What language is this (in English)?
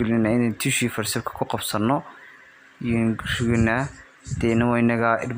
Somali